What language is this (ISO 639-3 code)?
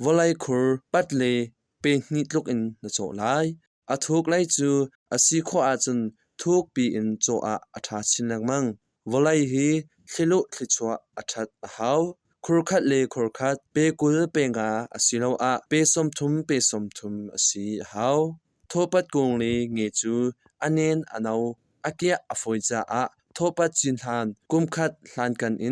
cnh